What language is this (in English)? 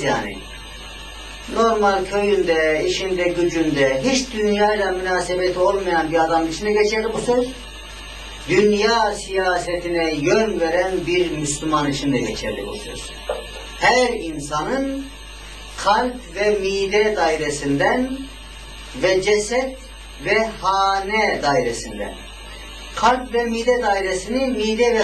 Turkish